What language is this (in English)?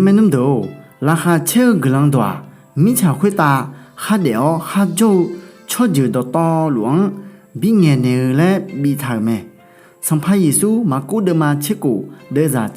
Akha